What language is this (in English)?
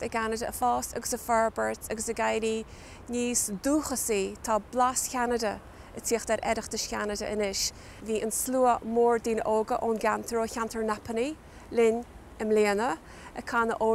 Irish